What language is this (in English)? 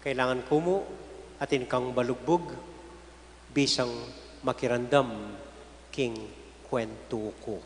Pampanga